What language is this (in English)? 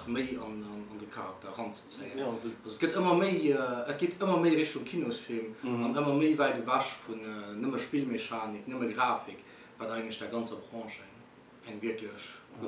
Luxembourgish